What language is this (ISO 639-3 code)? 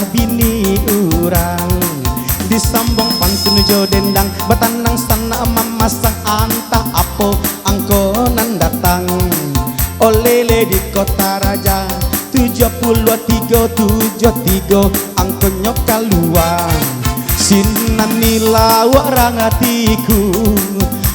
min